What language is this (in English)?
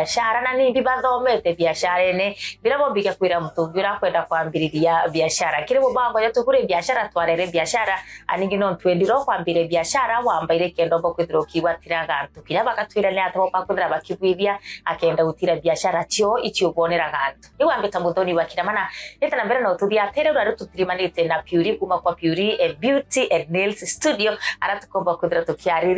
Meru